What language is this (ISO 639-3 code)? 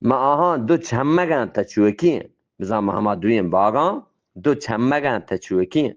bgp